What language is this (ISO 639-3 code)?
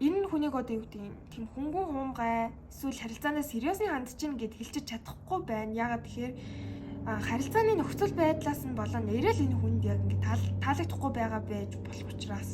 mon